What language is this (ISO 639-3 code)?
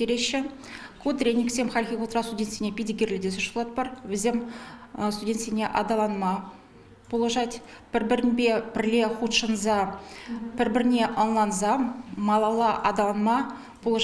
chv